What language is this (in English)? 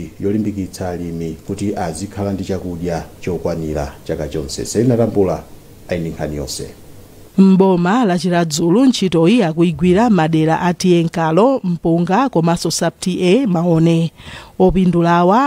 Nyanja